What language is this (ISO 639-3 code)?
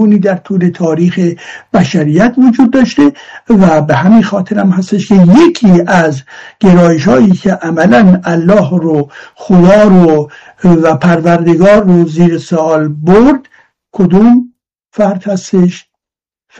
fas